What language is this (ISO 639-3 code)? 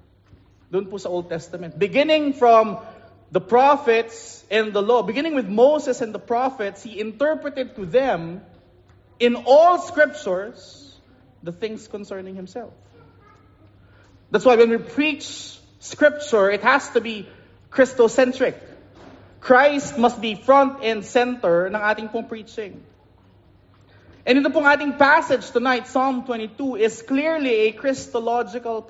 fil